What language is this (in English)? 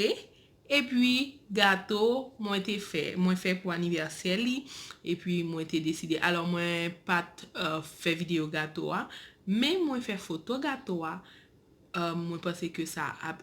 Haitian Creole